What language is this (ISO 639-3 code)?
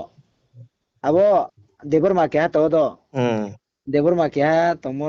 ria